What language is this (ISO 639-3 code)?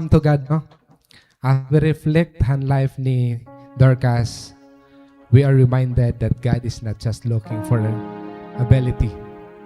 war